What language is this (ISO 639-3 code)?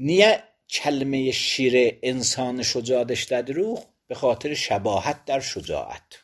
aze